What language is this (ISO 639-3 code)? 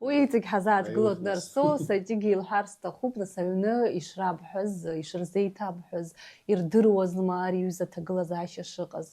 abk